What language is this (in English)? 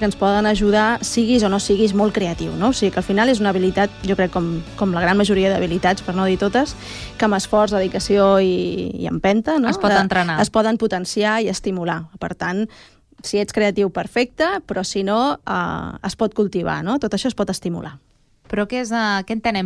Catalan